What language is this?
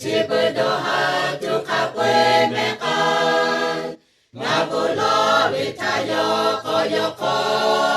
Lahu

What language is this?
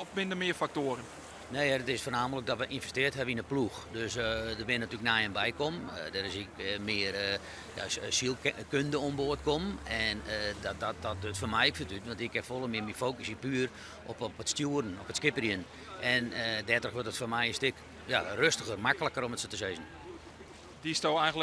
Western Frisian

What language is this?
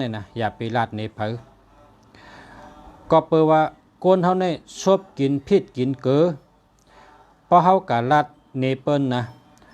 Shan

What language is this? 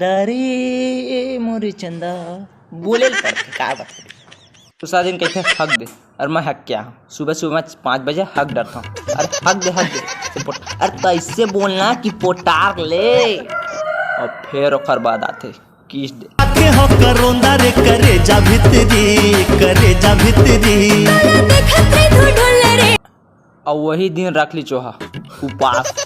Chhattisgarhi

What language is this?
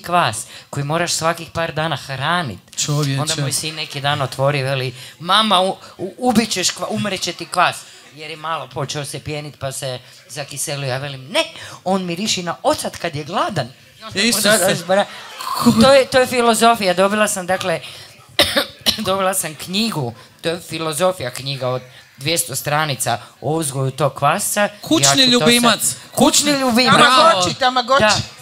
Croatian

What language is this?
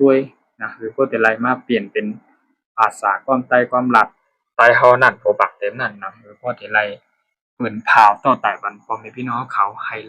Shan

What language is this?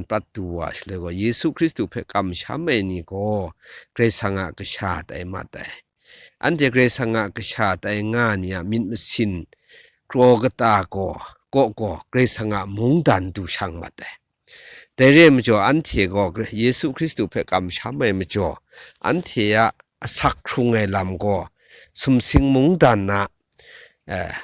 Kachin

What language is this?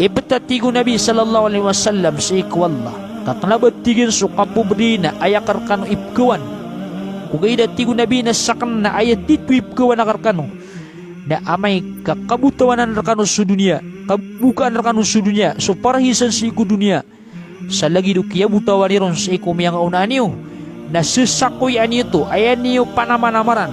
Maranao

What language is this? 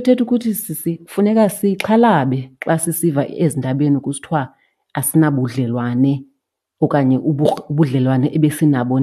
Xhosa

